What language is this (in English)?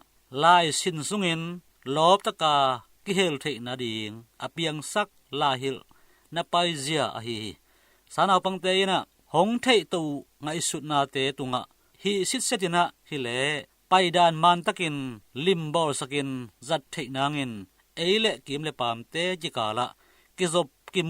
Tedim Chin